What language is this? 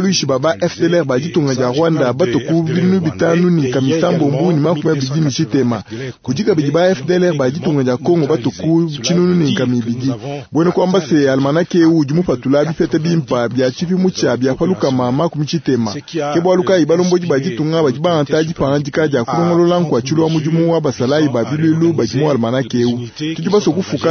Luba-Lulua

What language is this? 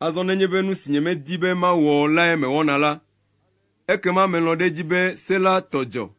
Ewe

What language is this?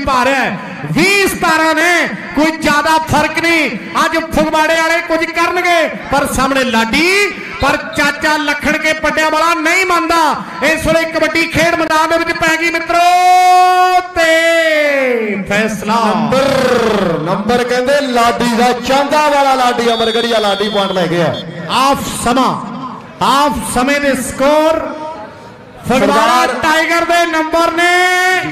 Punjabi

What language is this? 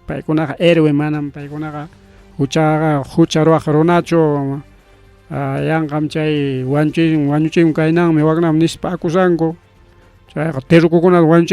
Ayacucho Quechua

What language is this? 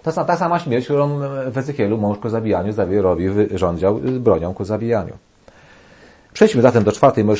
Polish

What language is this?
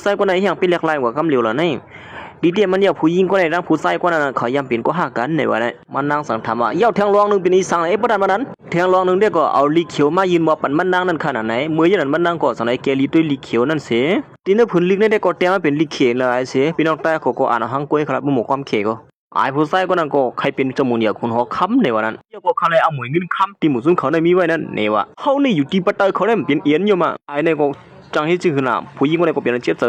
Shan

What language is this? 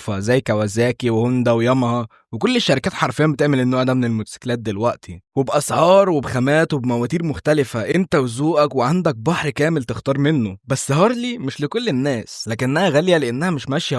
Egyptian Arabic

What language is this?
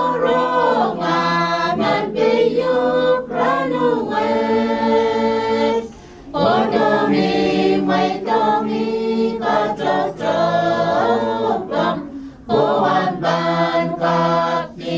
Pohnpeian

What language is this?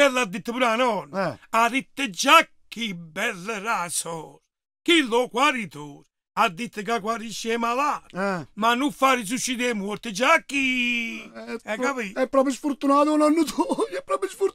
Neapolitan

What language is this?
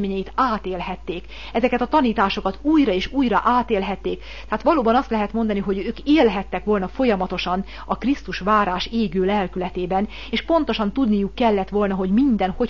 Hungarian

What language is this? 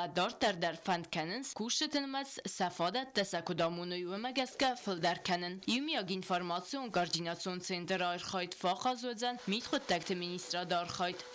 Ossetic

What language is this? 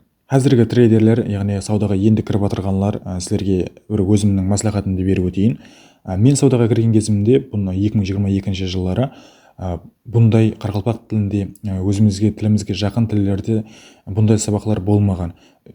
Kara-Kalpak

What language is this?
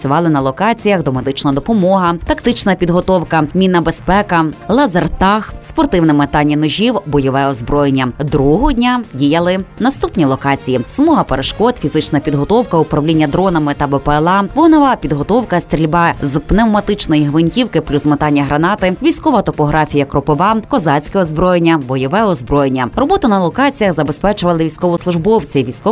Ukrainian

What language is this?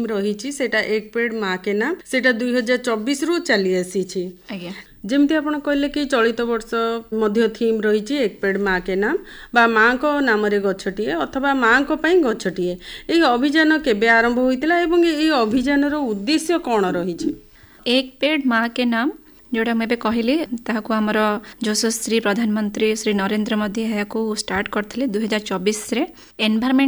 Odia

